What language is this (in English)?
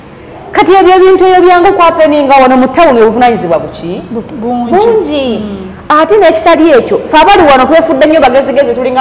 Ganda